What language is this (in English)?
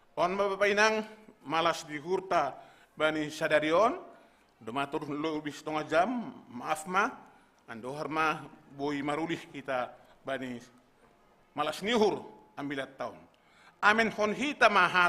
Batak Simalungun